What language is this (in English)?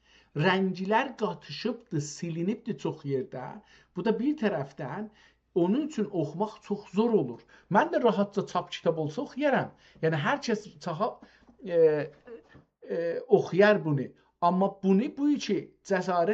South Azerbaijani